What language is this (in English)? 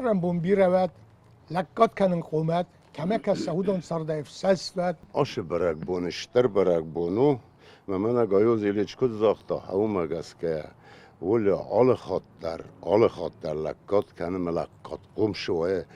Ossetic